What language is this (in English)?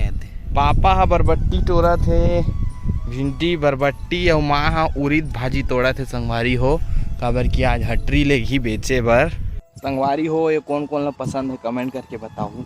Chhattisgarhi